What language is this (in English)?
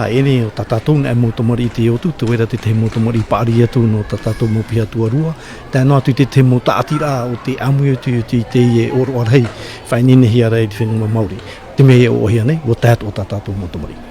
Tahitian